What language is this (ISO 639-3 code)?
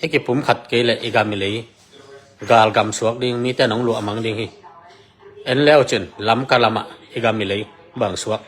ctd